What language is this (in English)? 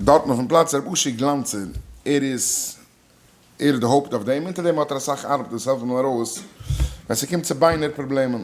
Yiddish